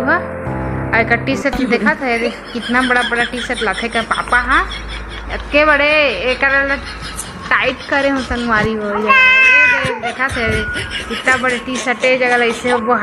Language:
Chhattisgarhi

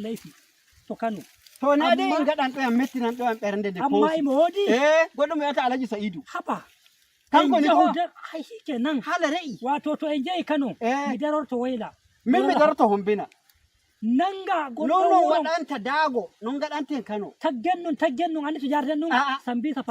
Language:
Nigerian Fulfulde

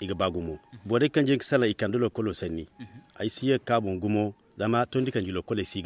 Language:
Zarma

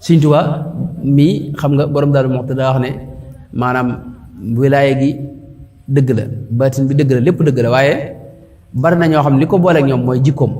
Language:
Wolof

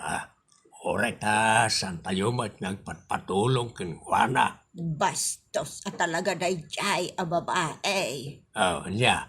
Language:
Iloko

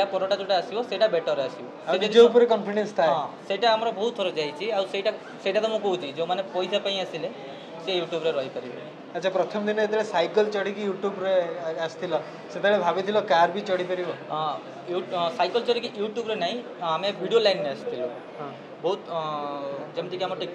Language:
Odia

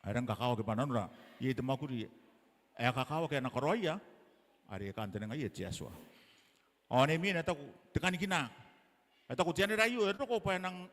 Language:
Gilbertese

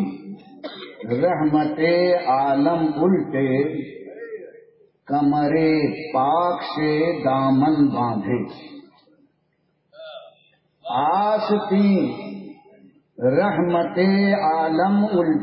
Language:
Urdu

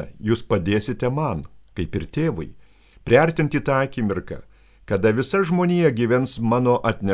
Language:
Lithuanian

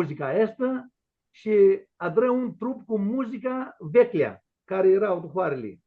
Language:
Aromanian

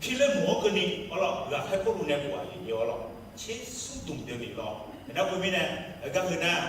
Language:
Akha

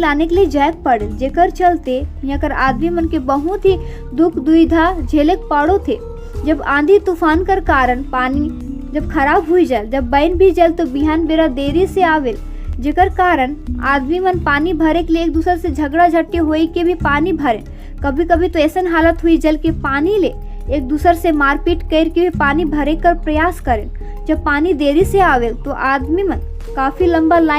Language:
Sadri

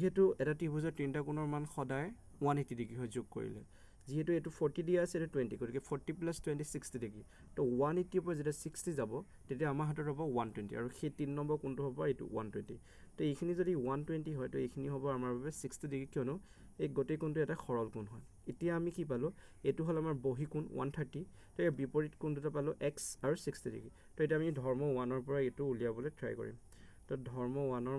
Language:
Assamese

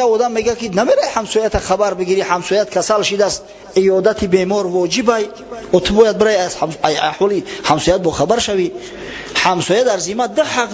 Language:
Tajik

